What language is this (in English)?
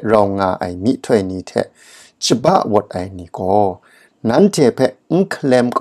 Kachin